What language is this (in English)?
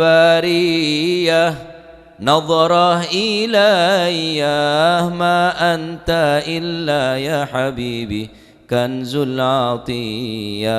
Madurese